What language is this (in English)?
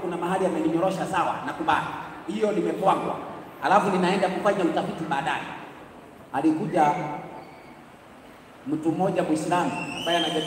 Swahili